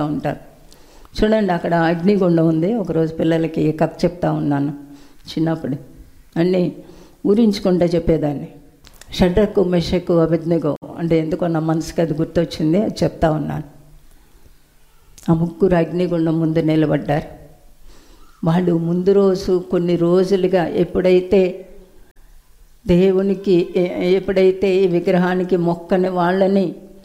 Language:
Telugu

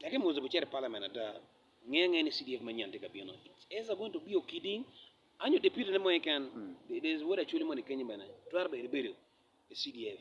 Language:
Acoli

